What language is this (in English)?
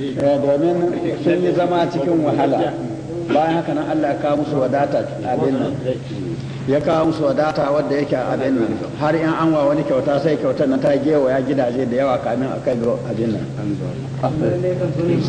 Hausa